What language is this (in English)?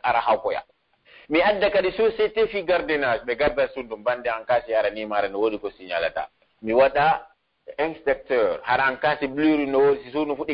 Pular